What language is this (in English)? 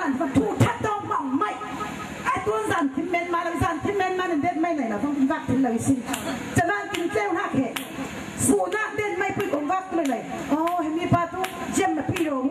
Falam Chin